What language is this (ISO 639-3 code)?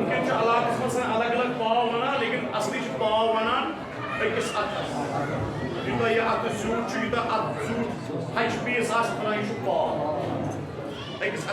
kas